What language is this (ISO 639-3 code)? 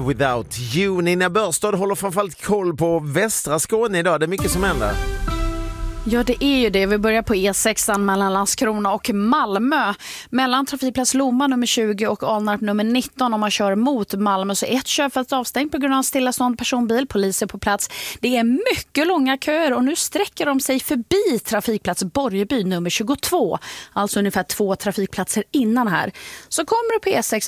swe